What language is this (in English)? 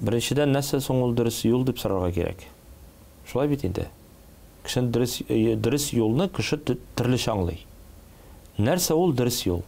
Tatar